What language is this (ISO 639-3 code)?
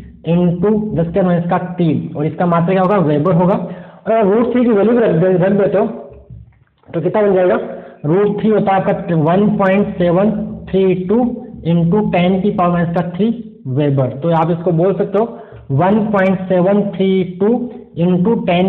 hin